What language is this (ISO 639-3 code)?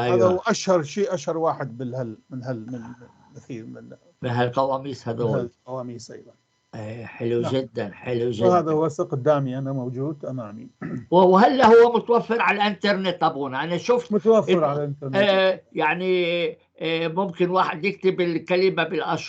apc